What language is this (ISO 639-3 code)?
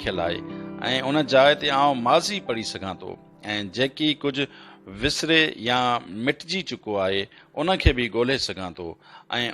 snd